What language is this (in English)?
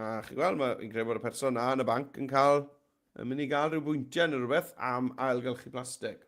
Welsh